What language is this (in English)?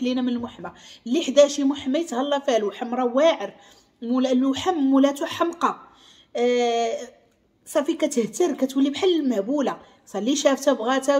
Moroccan Arabic